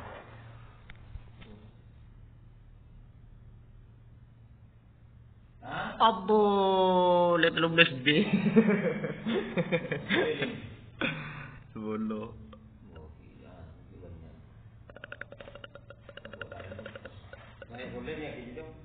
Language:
Malay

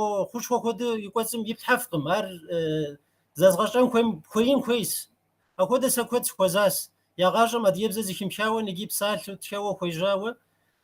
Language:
Kabardian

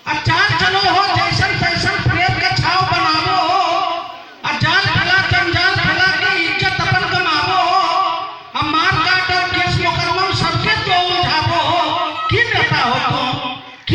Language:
Magahi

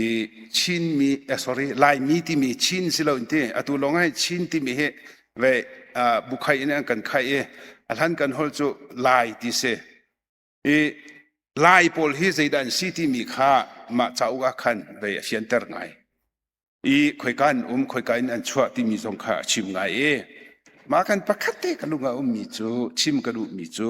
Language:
Hakha Chin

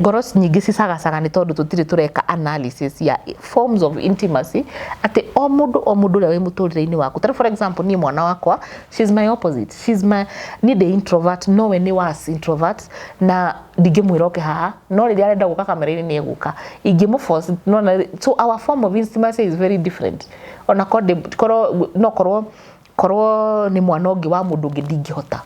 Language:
Kikuyu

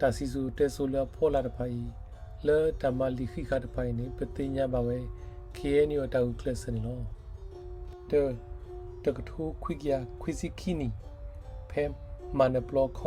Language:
S'gaw Karen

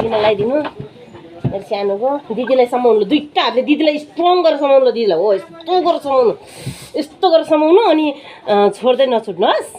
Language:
Nepali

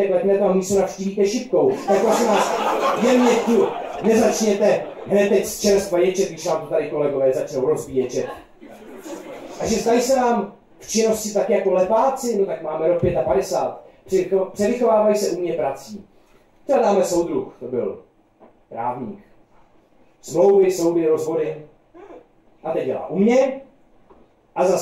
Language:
Czech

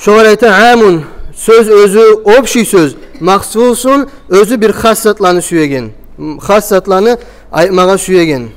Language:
Kumyk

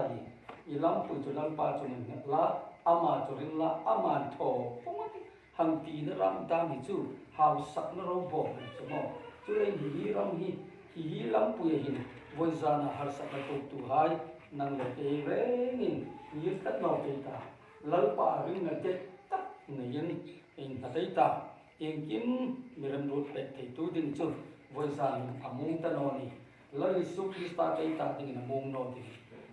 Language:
Hmar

